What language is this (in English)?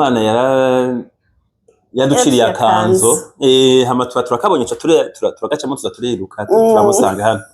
Rundi